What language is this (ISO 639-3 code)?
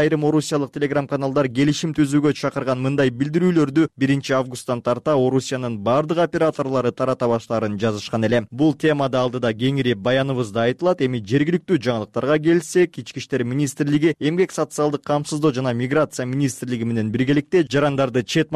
kir